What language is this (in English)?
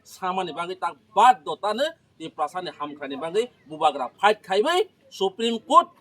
Kok Borok